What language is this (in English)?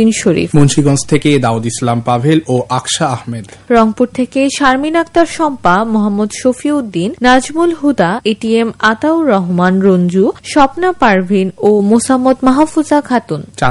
Bangla